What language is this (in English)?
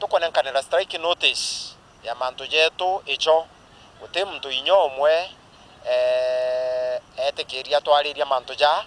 Meru